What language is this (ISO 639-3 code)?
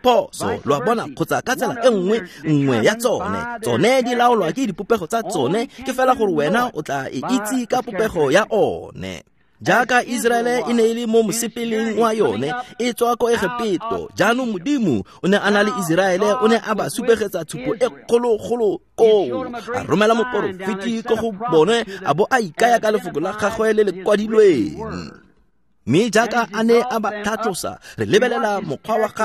tsn